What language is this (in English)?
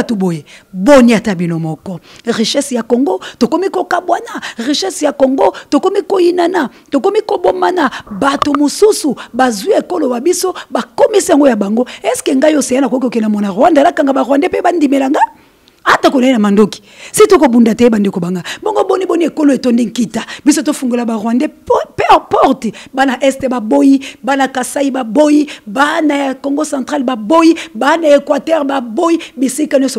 Lingala